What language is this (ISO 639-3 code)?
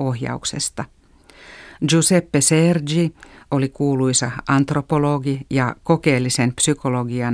fin